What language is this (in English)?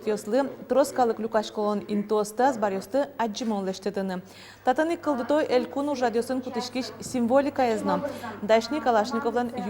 Udmurt